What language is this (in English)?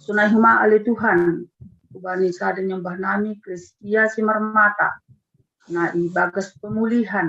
Batak Simalungun